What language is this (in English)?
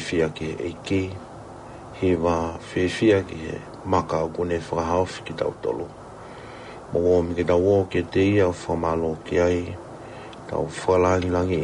Tongan